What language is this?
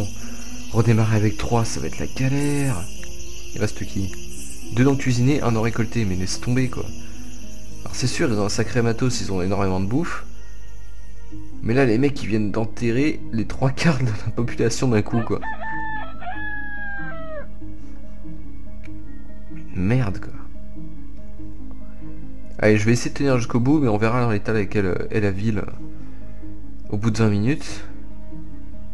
French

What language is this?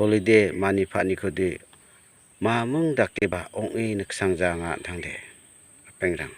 Garo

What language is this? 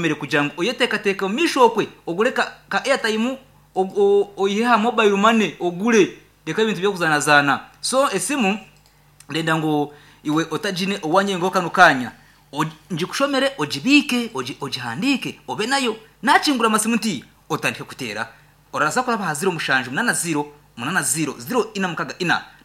Nyankole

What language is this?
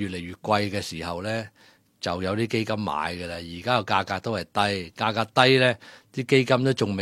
Cantonese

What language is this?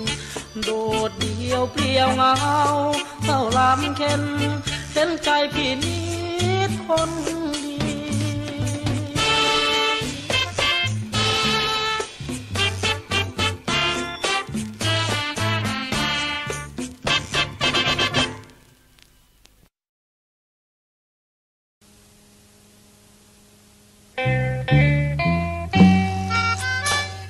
Thai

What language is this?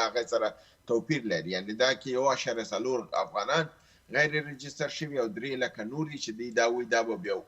Pashto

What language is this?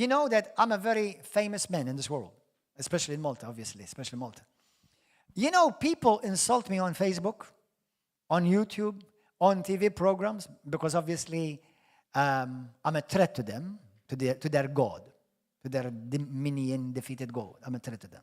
English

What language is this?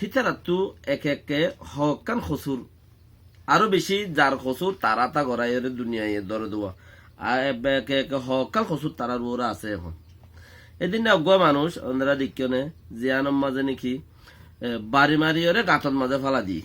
Rohingya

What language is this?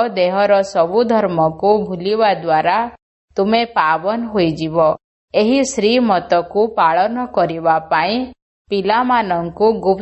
Odia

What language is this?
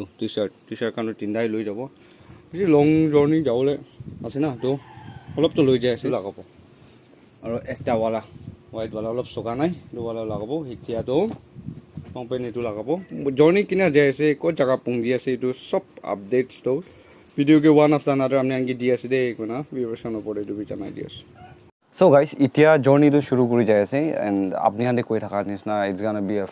Naga Pidgin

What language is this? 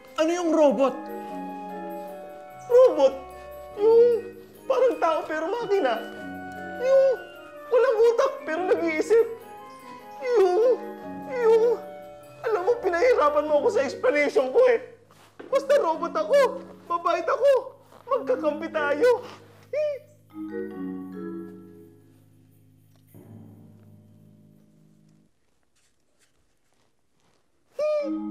Filipino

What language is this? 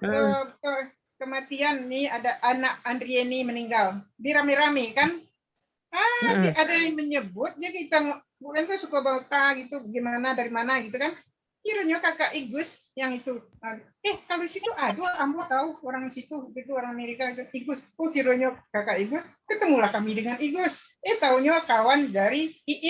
Minangkabau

